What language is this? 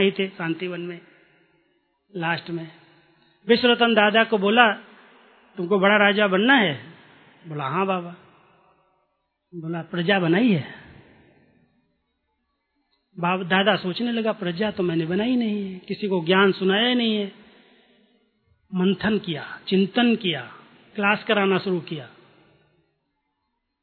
Hindi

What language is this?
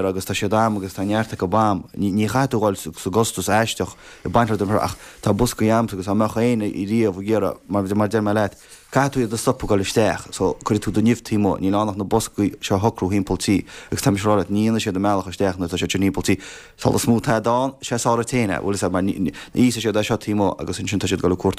Irish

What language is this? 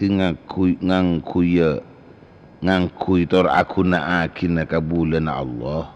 Madurese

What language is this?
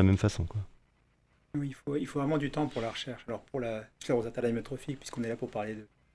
French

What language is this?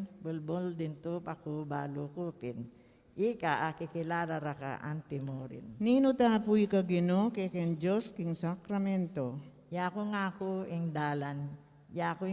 Pampanga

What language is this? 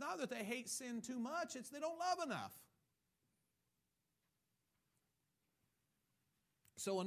English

